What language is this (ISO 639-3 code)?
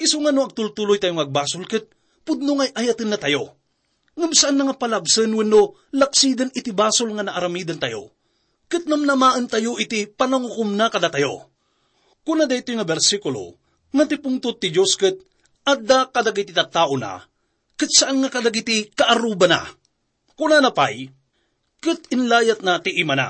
ilo